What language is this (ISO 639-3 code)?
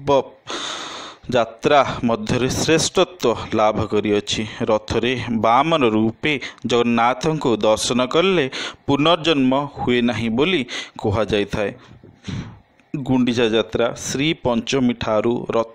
ori